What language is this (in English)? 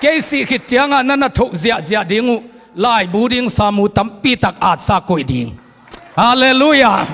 Tedim Chin